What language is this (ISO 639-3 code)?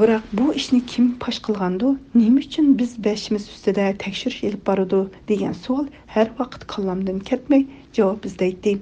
uig